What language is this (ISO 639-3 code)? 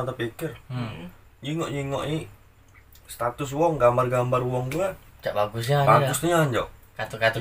mui